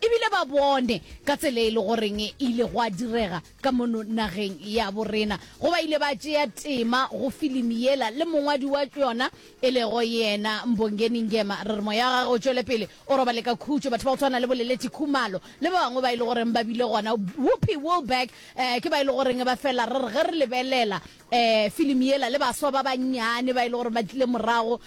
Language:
Northern Sotho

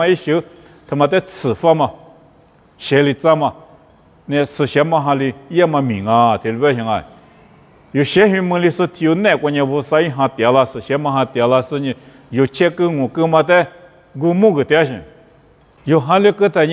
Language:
Lisu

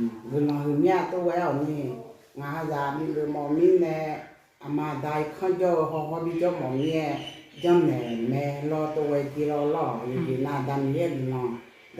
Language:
Akha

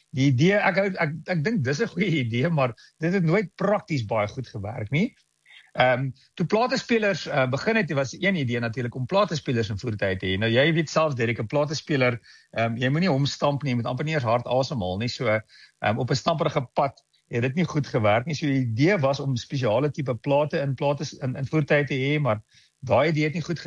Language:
Afrikaans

